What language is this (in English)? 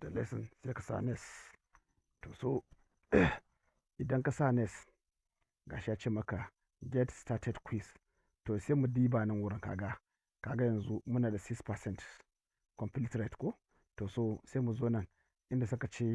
Hausa